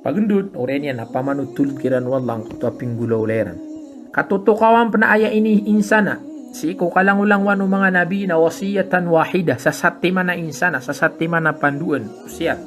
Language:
Maranao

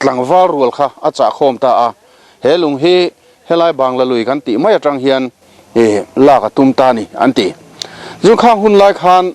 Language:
Mizo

